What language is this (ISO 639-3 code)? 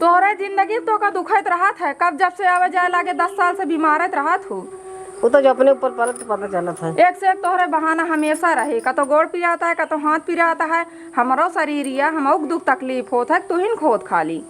awa